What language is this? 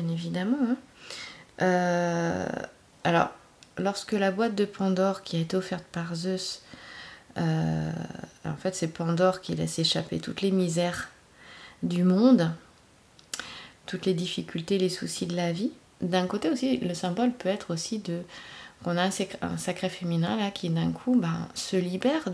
French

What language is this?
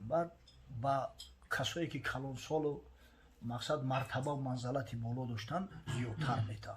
Tajik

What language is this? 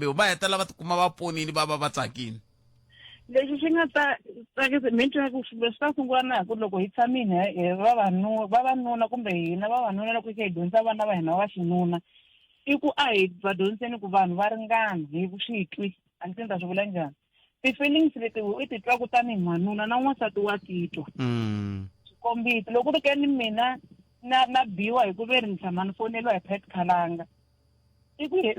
Tsonga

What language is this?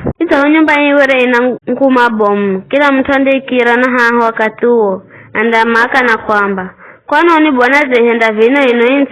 Giryama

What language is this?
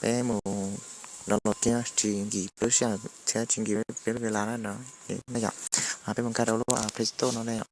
Hmong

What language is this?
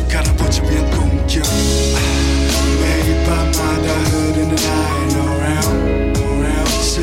Korean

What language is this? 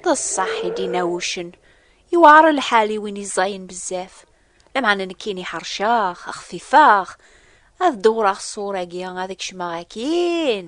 Kabyle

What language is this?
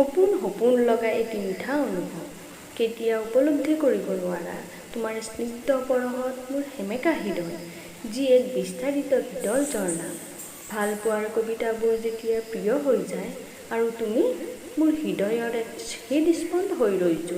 Assamese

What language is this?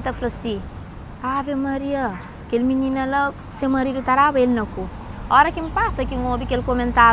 Kabuverdianu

